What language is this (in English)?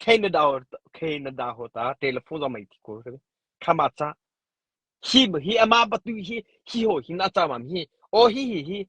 Mara Chin